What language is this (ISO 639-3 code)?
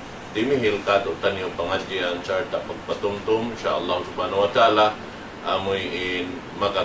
tsg